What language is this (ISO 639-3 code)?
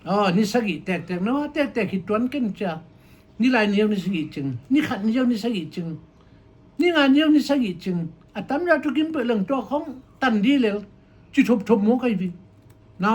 ctd